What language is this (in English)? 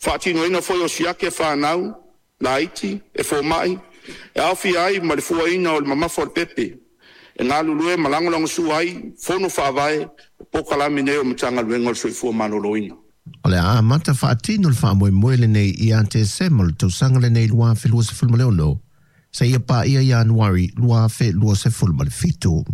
Samoan